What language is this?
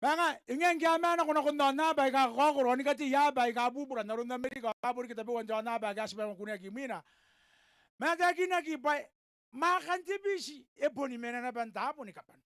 Gilbertese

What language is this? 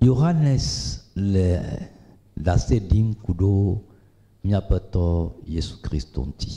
Ewe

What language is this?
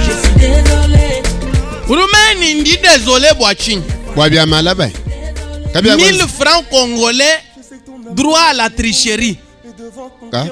Luba-Lulua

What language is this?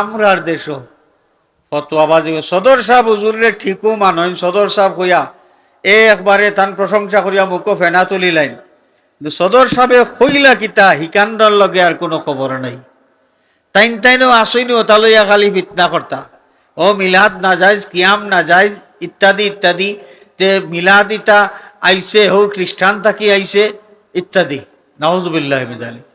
Sylheti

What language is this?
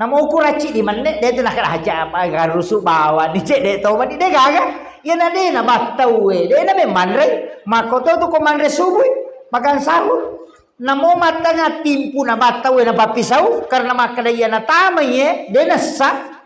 Buginese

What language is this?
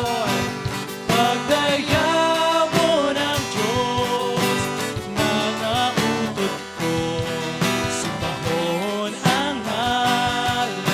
Hiligaynon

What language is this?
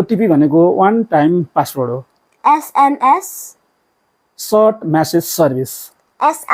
Nepali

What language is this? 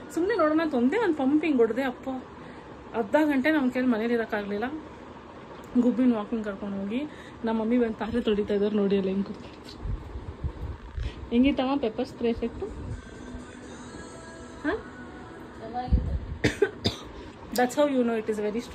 Kannada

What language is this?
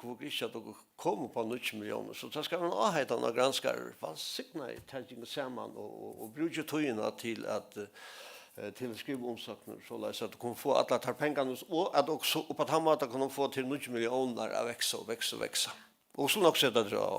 Faroese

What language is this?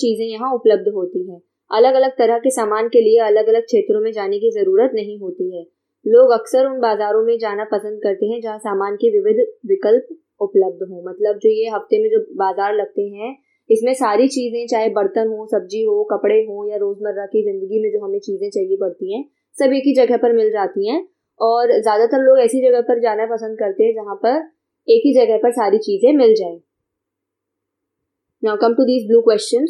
Hindi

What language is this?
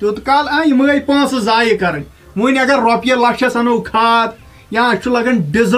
Kashmiri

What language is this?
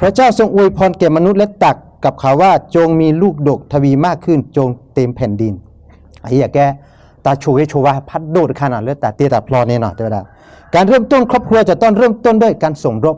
S'gaw Karen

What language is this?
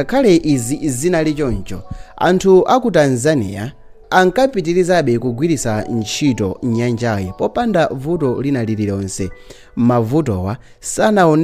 Nyanja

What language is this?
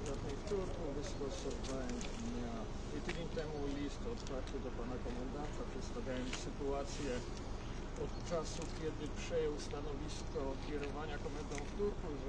Polish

